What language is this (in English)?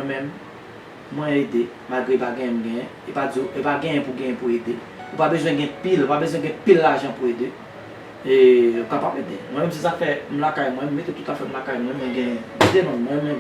Haitian Creole